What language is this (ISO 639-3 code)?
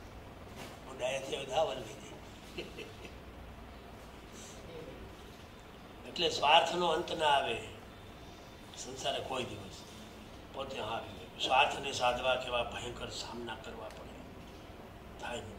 guj